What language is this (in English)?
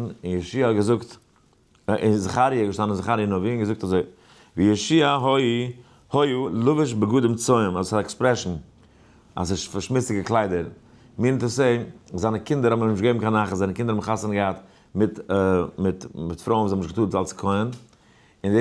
Yiddish